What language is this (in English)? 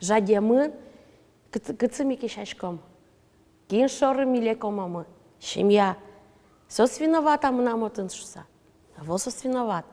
Udmurt